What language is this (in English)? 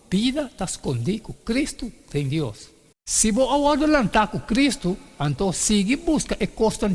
Papiamento